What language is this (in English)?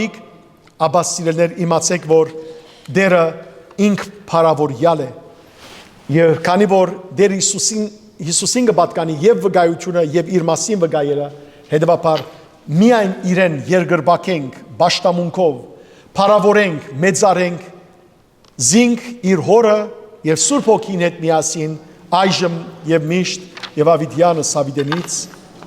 Western Armenian